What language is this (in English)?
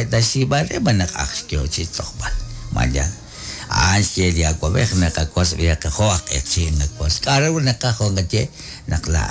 Kekchí